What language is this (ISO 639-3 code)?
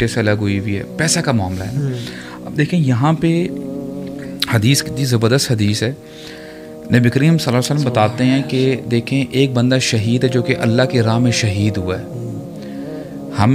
urd